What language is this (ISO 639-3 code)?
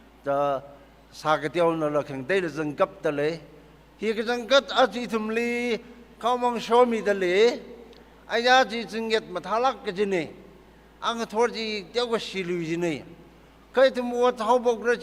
nmf